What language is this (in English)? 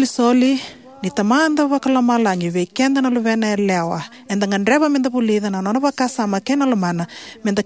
Fijian